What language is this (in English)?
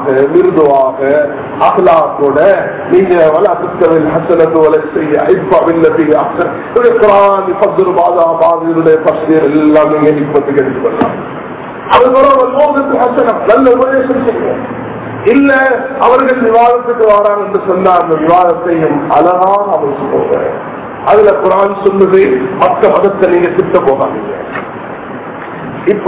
Tamil